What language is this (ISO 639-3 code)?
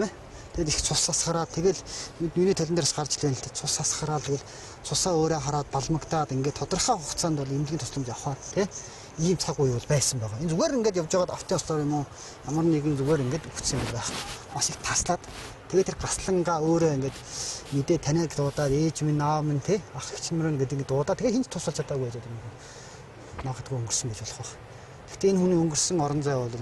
mon